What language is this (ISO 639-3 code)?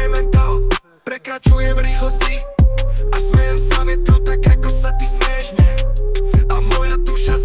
slk